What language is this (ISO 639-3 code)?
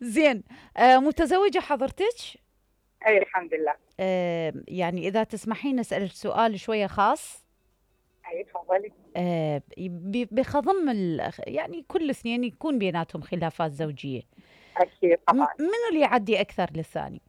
acm